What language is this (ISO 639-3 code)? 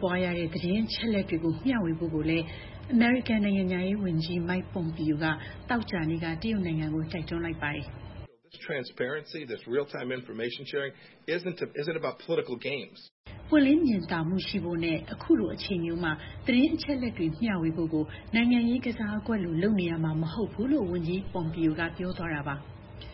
mya